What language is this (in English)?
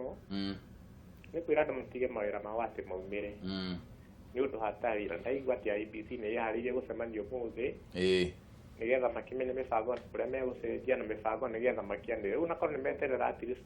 Kikuyu